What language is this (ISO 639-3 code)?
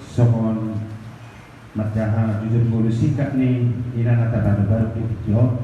bbc